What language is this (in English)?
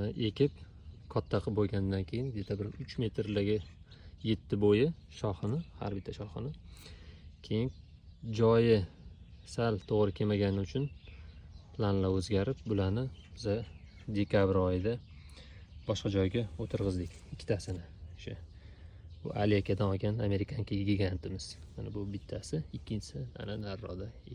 Uzbek